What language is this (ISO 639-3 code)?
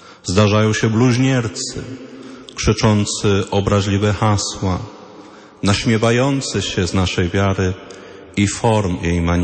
pol